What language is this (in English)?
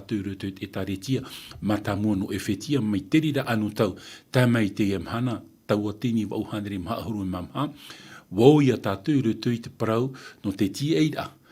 Tahitian